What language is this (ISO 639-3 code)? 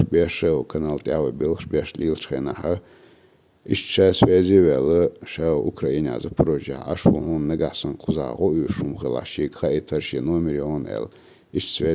che